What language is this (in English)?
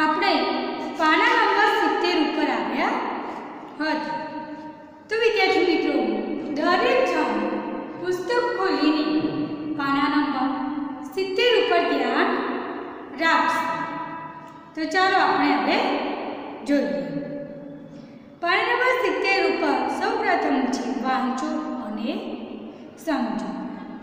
Gujarati